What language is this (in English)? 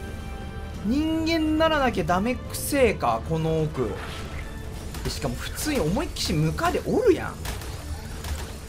Japanese